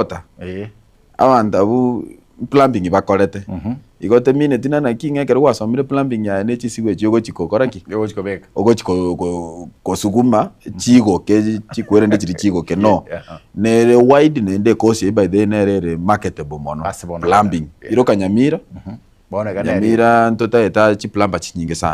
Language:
Gusii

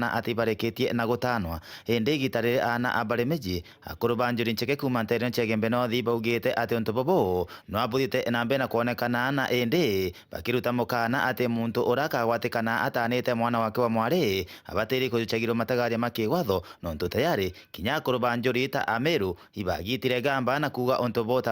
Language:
Meru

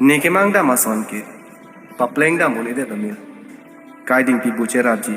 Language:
Karbi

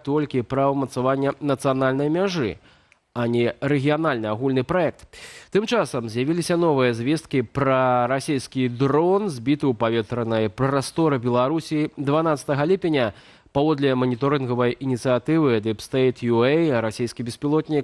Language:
Belarusian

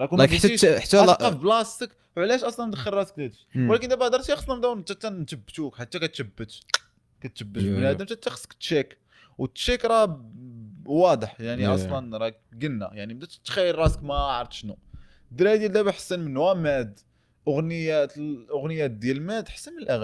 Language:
Moroccan Arabic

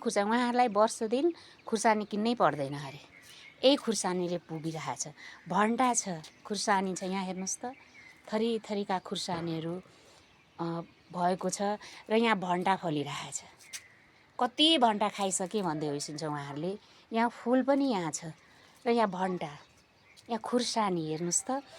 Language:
Nepali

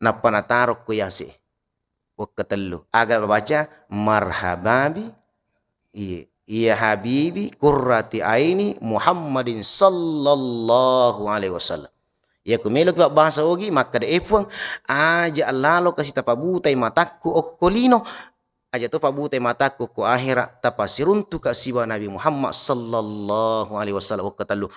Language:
Buginese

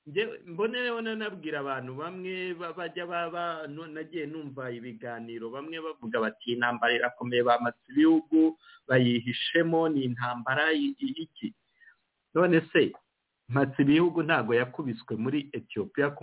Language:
Kinyarwanda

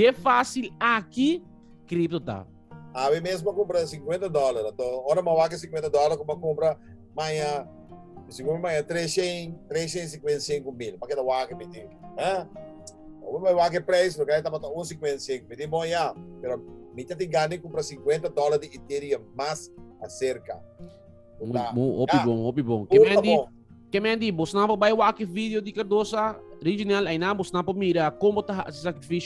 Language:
Papiamento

